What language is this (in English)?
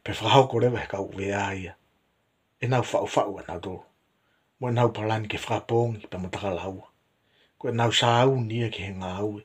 Tongan